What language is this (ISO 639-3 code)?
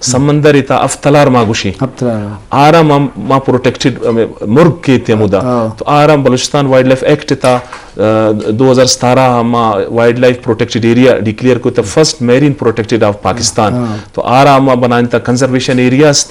bgp